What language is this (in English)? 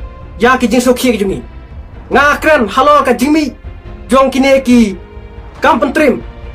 Khasi